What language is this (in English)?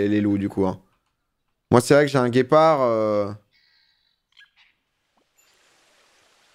French